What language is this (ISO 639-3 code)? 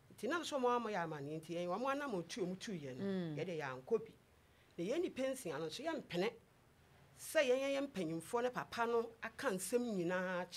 aka